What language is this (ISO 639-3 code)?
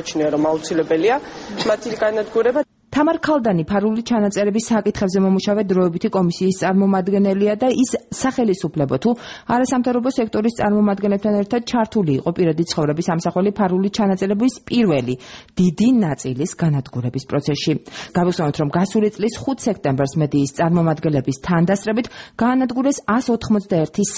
kat